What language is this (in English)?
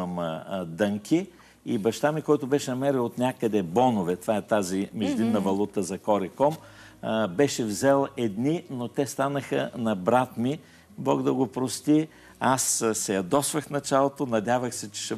Bulgarian